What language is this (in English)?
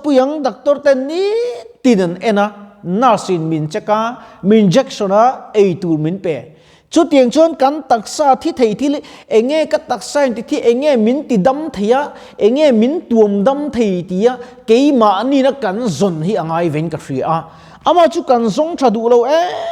Mizo